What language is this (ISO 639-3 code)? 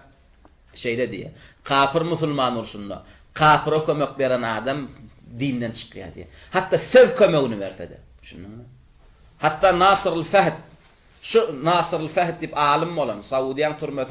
tuk